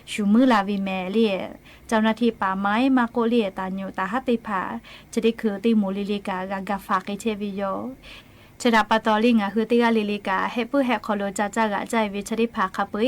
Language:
Lahu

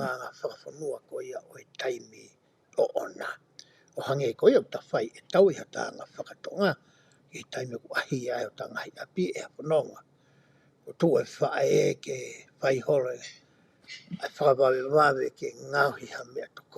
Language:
Tongan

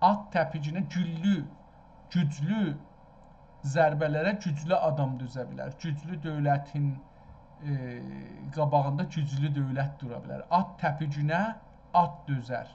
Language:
South Azerbaijani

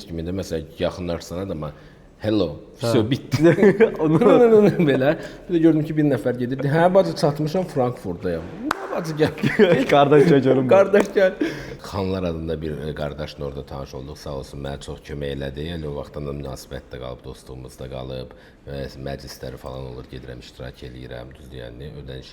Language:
Azerbaijani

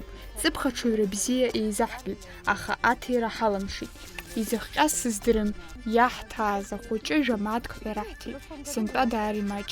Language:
Abkhazian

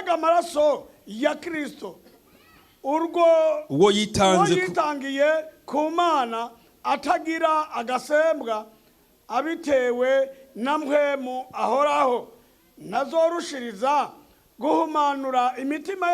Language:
Rundi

